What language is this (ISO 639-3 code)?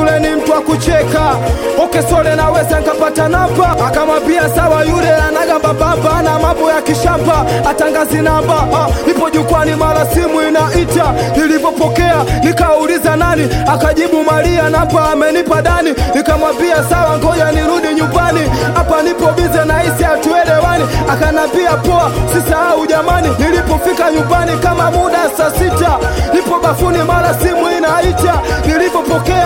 swa